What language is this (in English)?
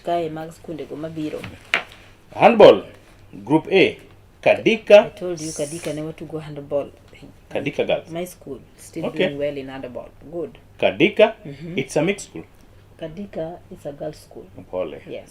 Luo (Kenya and Tanzania)